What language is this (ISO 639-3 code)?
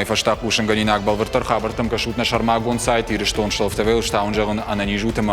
oss